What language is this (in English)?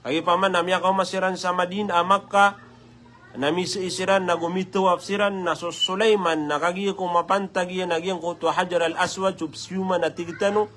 Maranao